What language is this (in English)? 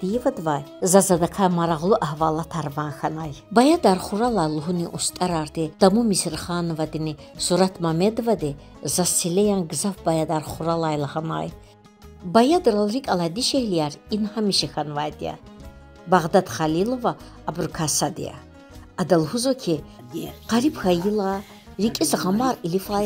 Lezghian